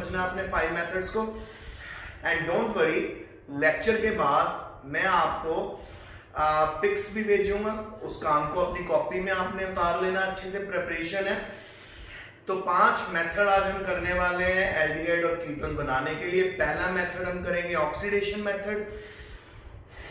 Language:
Hindi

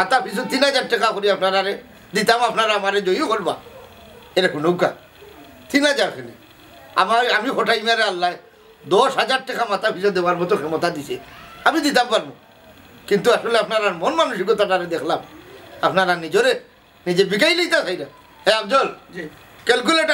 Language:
Sylheti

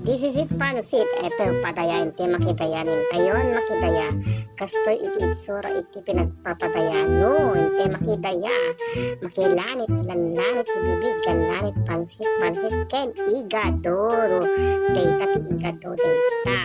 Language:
Iloko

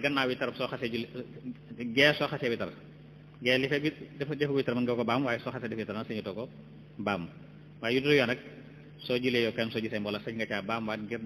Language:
Wolof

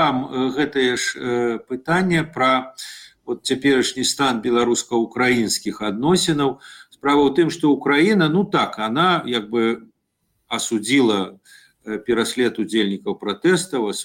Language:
Belarusian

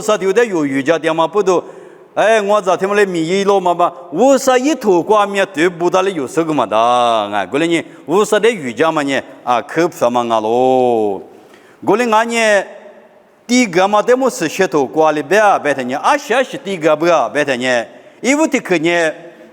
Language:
Lisu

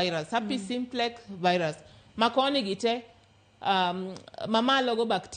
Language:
Luo (Kenya and Tanzania)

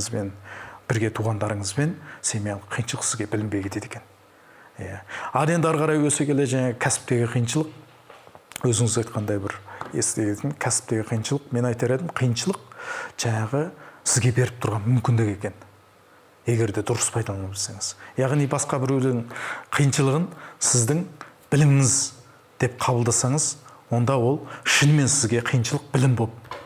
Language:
Kazakh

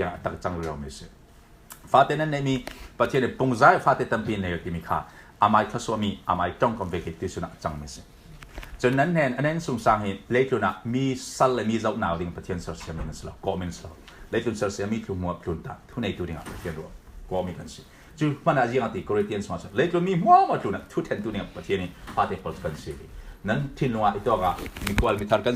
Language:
Falam Chin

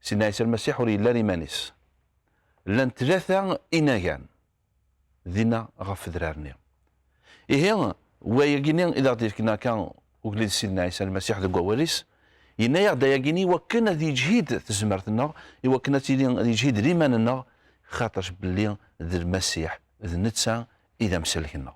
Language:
Kabyle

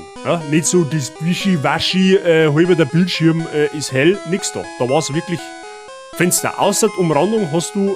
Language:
Bavarian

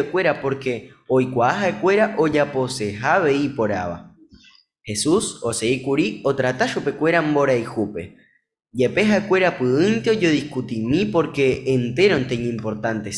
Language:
Guarani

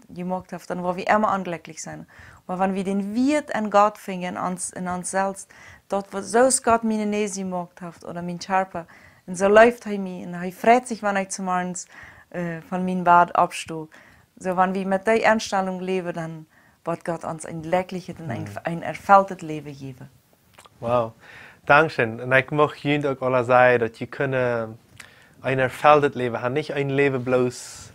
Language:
Plautdietsch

